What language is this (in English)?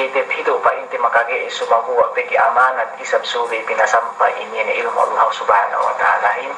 Yakan